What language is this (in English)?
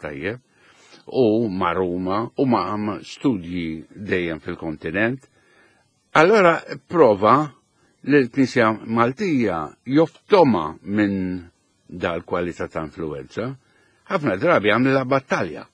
Maltese